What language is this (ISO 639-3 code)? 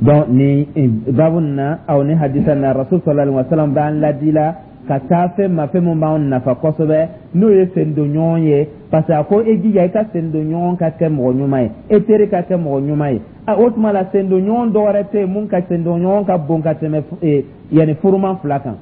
dyu